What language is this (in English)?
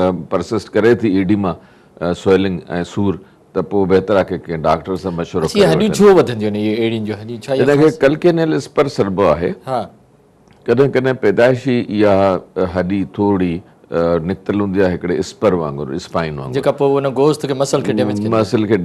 Sindhi